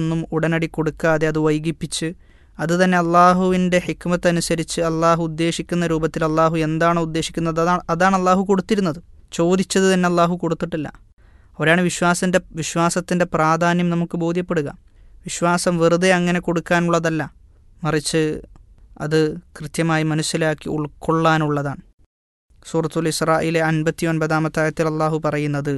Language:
Malayalam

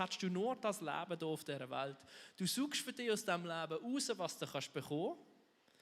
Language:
Swiss German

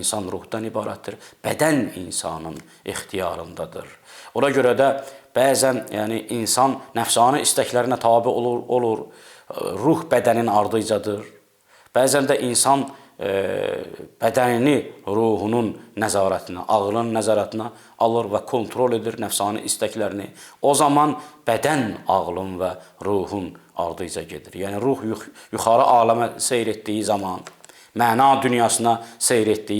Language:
Azerbaijani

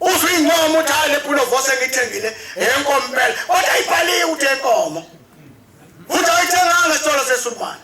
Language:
Zulu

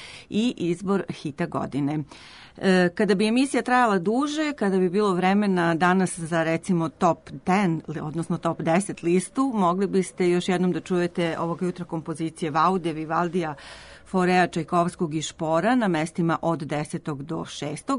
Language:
Serbian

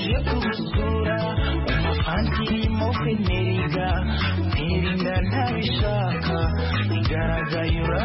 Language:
Kinyarwanda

